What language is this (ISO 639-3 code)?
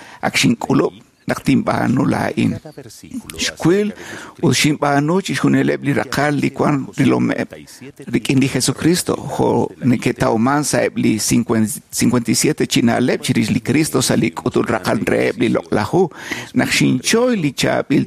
kek